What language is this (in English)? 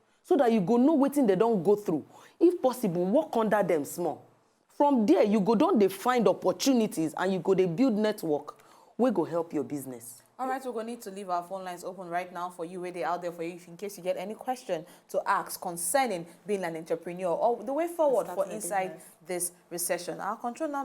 Nigerian Pidgin